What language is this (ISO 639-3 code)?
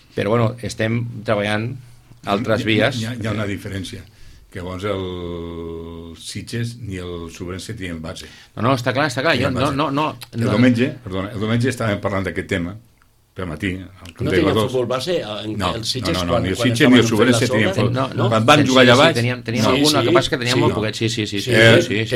cat